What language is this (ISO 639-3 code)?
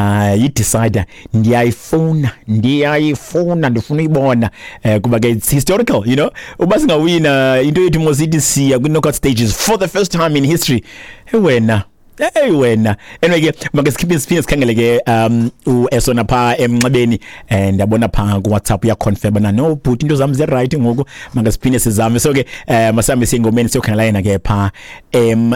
xho